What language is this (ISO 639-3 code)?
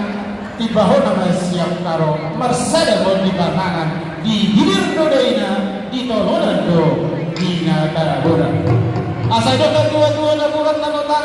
bbc